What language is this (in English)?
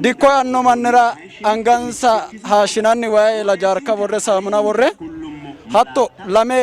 Sidamo